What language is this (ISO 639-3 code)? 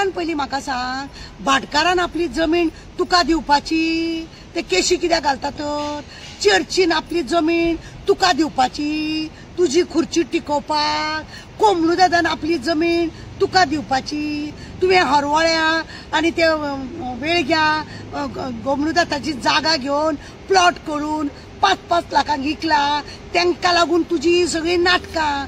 kok